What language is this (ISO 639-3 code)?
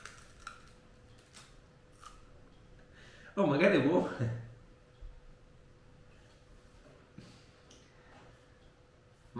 ita